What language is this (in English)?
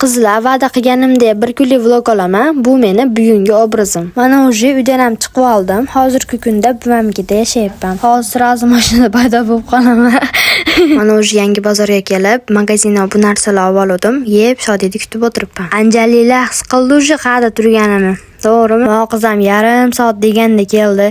Uzbek